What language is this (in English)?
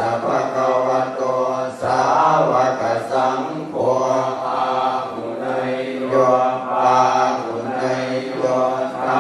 Pali